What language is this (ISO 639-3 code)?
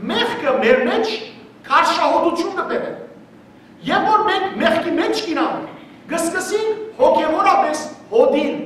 hyw